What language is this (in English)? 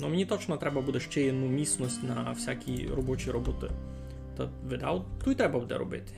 Rusyn